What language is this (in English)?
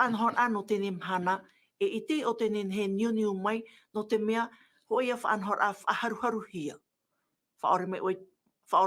Tahitian